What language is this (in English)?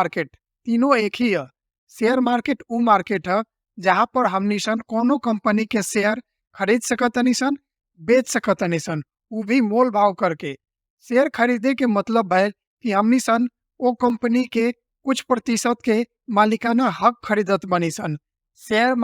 Bhojpuri